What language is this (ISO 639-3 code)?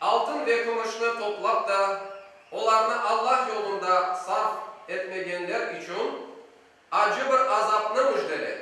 crh